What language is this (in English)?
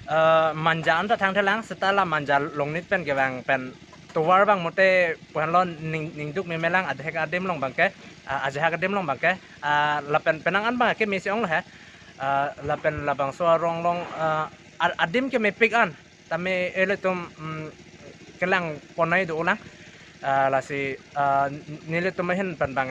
Karbi